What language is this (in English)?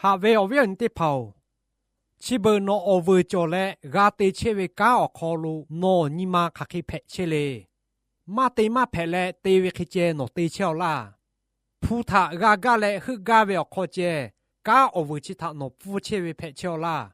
Lahu